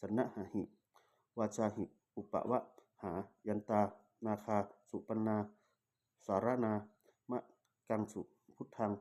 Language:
Pali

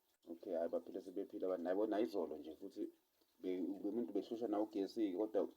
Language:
Zulu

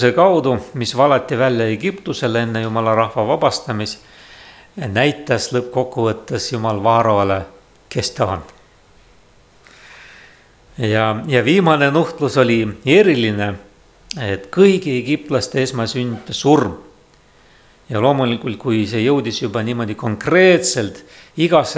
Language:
Estonian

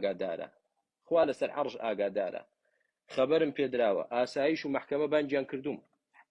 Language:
Central Kurdish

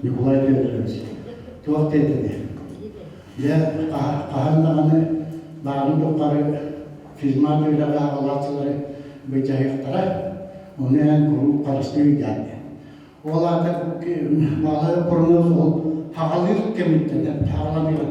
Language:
Yakut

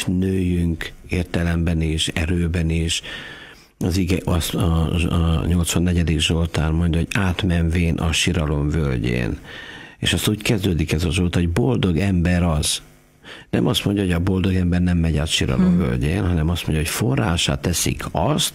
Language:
Hungarian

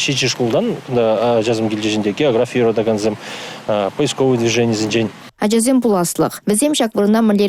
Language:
Chuvash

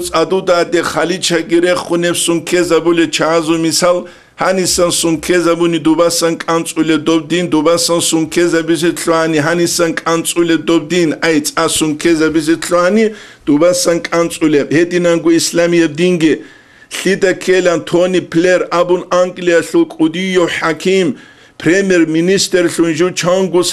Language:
Avaric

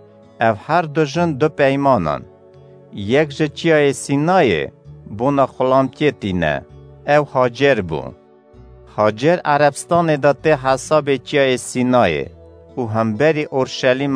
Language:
Kurdish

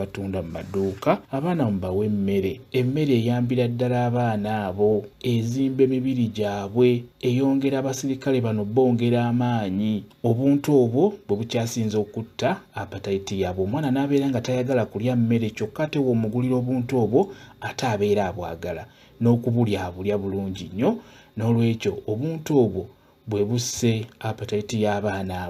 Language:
Ganda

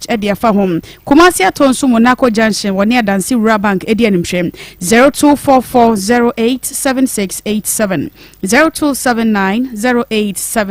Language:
Akan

